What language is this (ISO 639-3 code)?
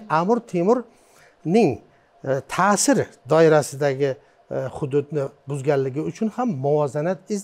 uzb